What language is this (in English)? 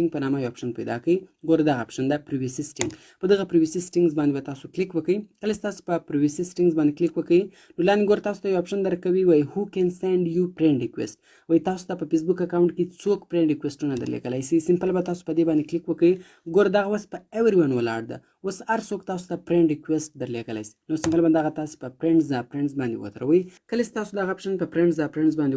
Pashto